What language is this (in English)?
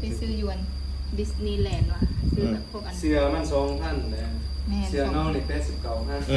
Lao